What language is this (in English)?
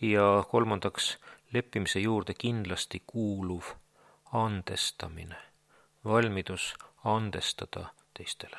Estonian